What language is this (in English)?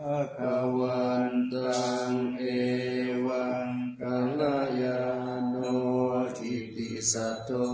Pali